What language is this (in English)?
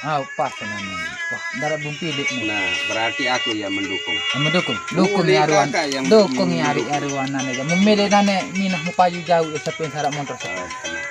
Sasak